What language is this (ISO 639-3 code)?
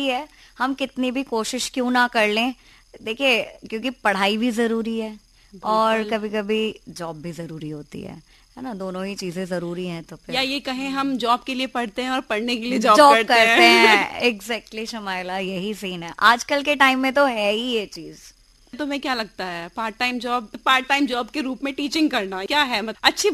hin